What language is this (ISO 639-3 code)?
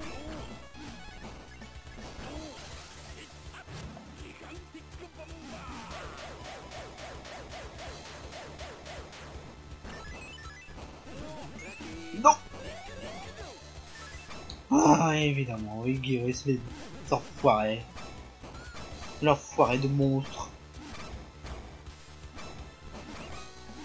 fra